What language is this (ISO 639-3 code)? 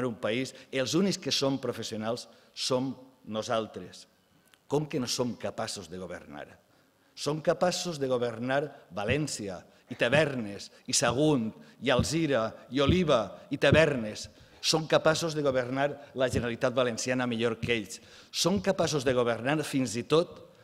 cat